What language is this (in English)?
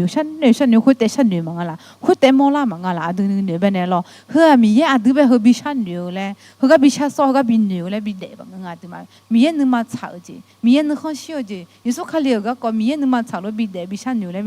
Akha